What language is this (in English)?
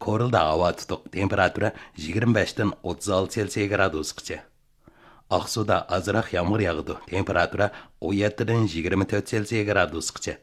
Uyghur